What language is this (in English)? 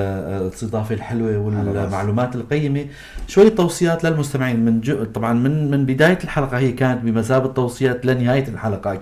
North Levantine Arabic